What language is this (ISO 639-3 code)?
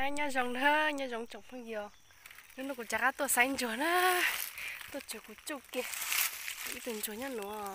hmn